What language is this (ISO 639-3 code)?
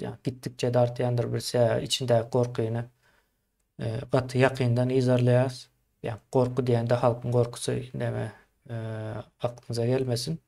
tuk